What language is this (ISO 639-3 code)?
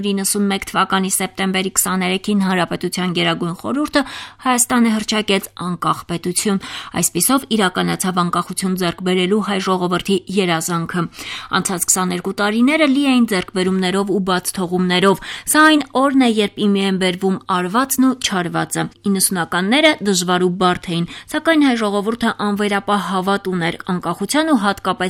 hye